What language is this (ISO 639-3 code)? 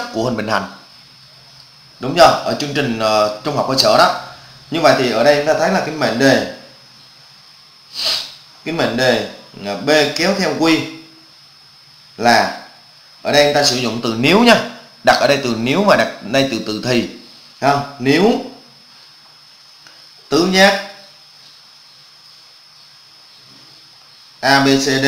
vie